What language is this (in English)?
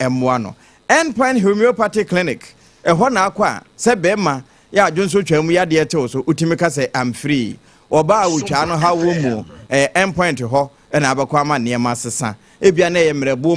Akan